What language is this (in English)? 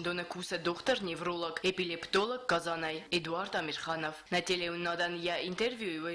Ossetic